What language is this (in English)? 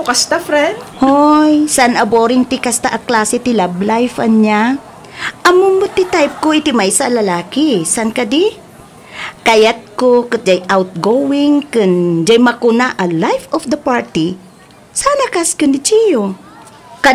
Iloko